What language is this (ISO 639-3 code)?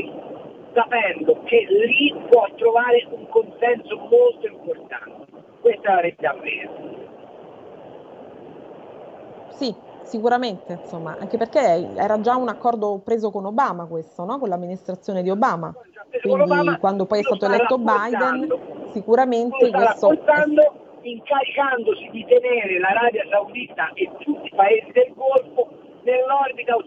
ita